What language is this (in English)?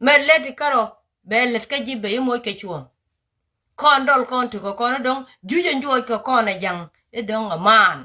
Nuer